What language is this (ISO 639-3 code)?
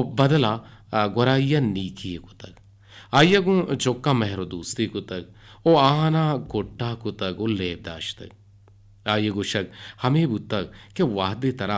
bgp